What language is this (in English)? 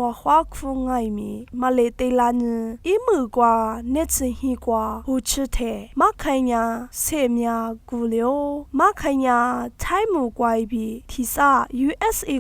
Lisu